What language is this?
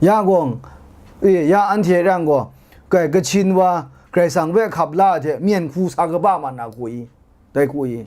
Kachin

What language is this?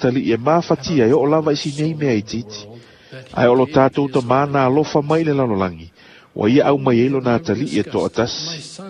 Samoan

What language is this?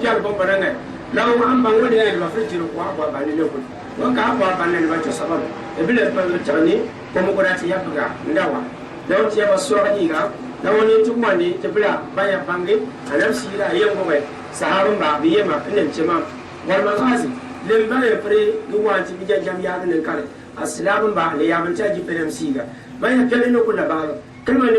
Gourmanchéma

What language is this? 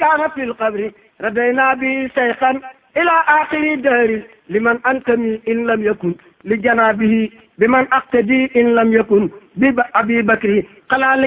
Wolof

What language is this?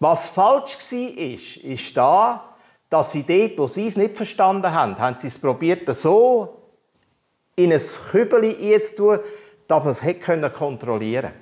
Swiss German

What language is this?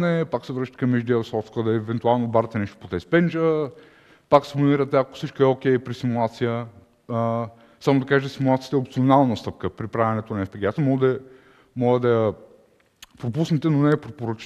Bulgarian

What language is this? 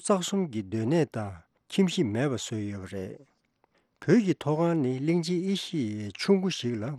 Tibetan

